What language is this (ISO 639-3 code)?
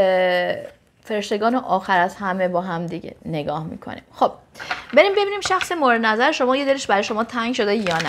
fas